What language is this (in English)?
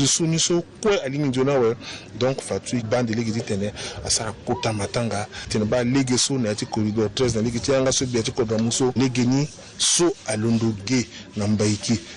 Sango